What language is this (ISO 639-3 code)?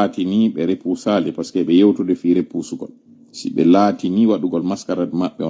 ful